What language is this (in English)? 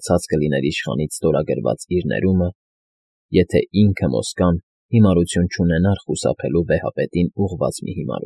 Armenian